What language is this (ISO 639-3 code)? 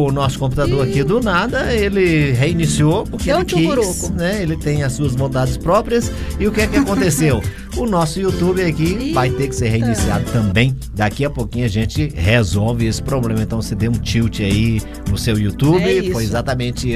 por